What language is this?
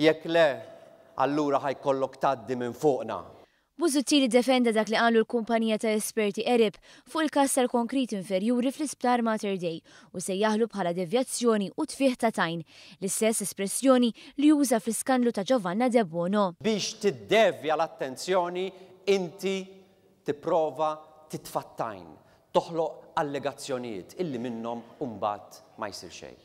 Maltese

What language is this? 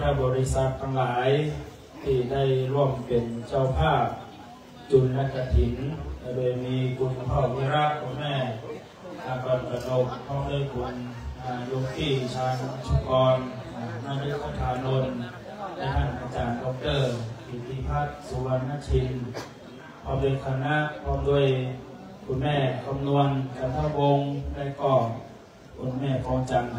Thai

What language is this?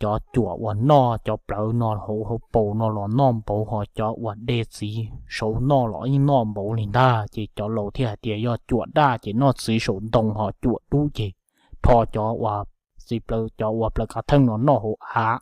Hmong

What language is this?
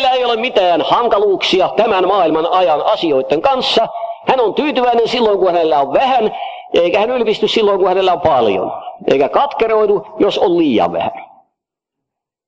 Finnish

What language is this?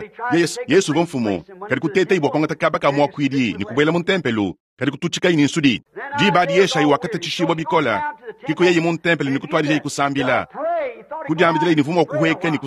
Luba-Lulua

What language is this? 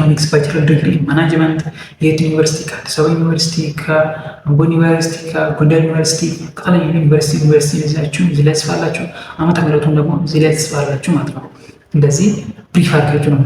Amharic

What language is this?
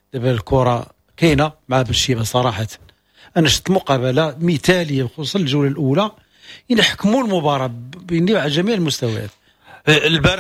Moroccan Arabic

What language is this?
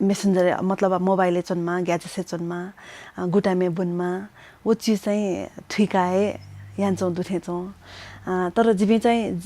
Newari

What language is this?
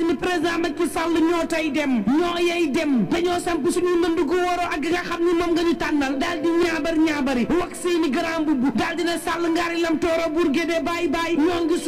Wolof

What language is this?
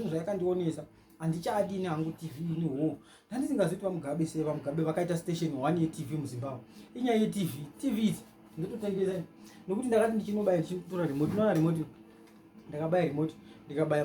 Shona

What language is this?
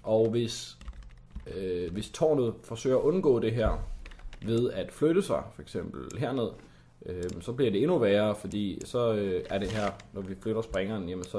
Danish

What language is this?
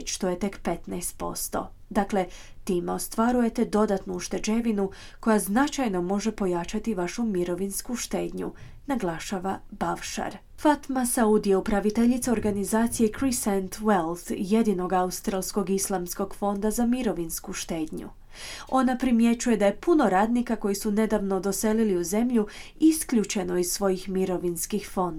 Croatian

